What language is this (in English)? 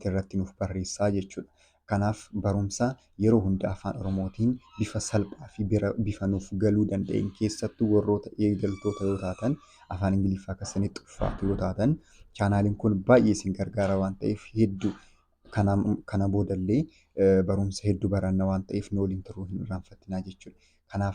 Oromo